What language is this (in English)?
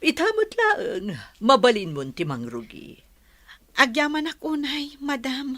Iloko